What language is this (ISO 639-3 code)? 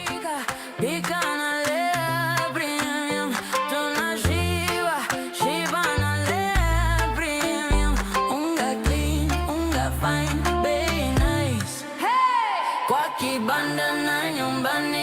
mer